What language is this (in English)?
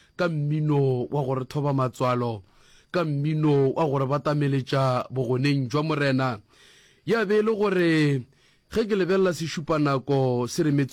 Northern Sotho